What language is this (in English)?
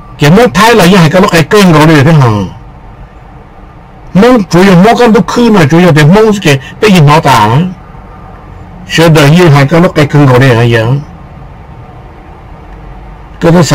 Vietnamese